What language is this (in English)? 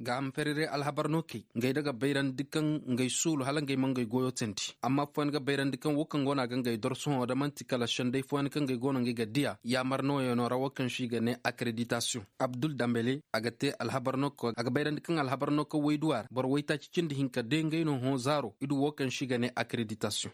Koyraboro Senni